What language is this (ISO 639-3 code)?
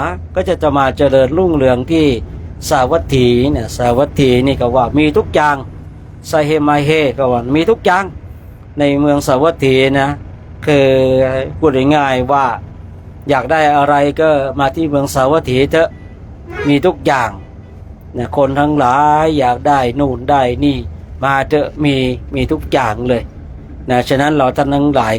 pli